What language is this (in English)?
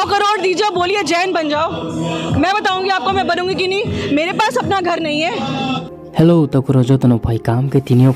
Riang (India)